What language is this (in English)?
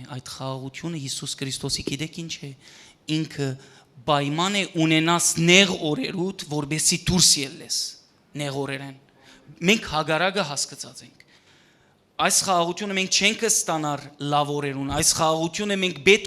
Western Armenian